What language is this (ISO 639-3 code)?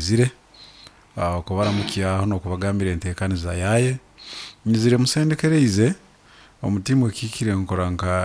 nyn